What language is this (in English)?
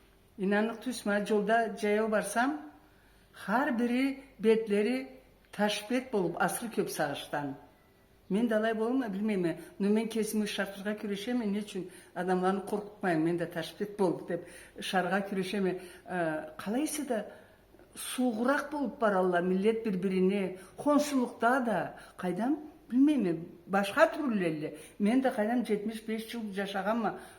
Karachay-Balkar